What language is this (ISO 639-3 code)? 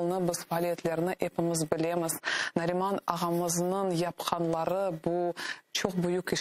crh